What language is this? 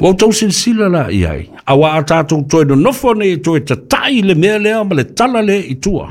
Samoan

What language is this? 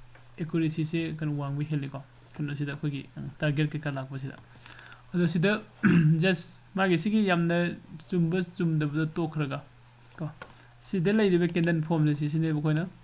Manipuri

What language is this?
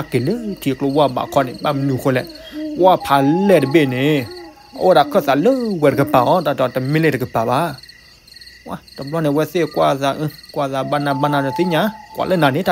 S'gaw Karen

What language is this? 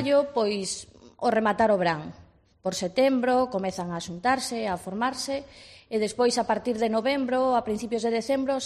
Galician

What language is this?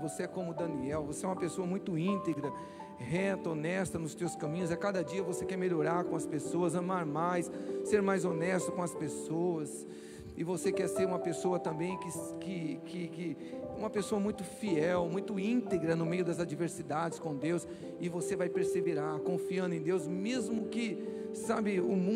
Portuguese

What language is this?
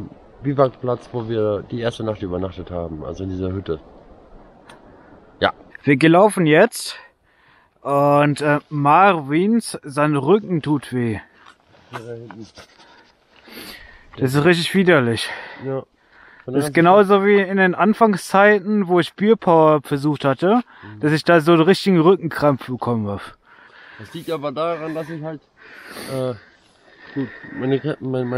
German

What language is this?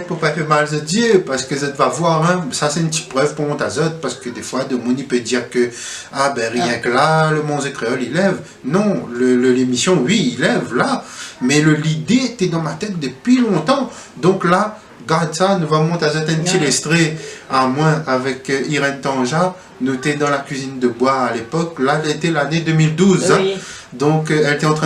Réunion Creole French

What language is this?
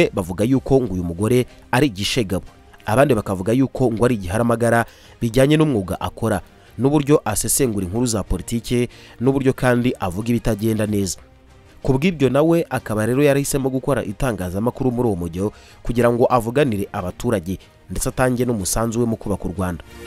Kinyarwanda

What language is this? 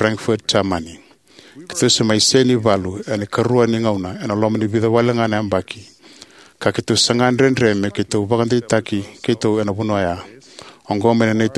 Fijian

